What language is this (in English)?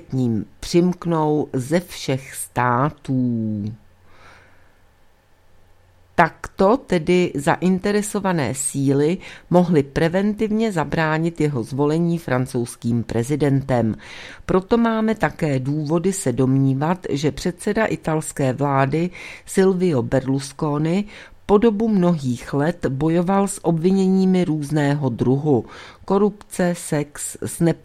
Czech